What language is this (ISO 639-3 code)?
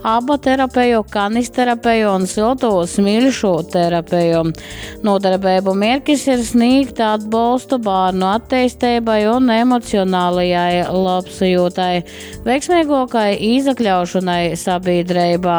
ltg